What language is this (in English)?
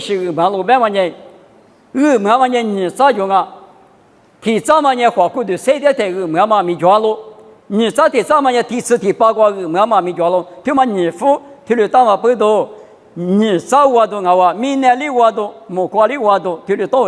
Lisu